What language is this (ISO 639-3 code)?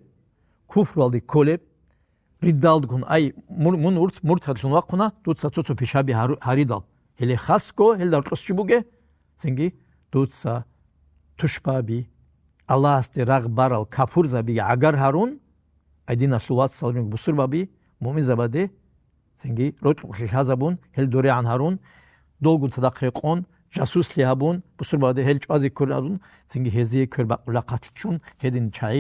ava